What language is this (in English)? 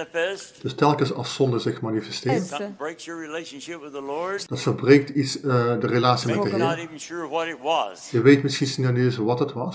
Dutch